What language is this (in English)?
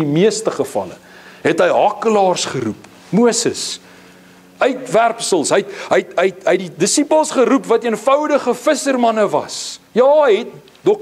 Afrikaans